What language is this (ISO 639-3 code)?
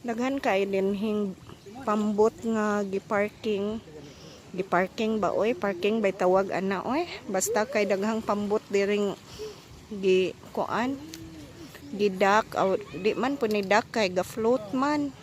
ceb